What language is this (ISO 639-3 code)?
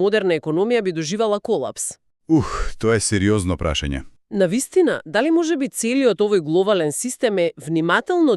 mkd